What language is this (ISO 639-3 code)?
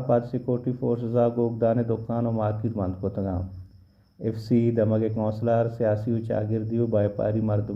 bal